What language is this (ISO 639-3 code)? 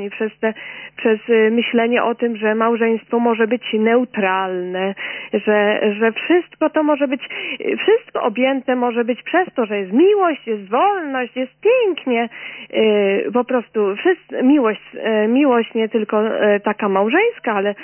pol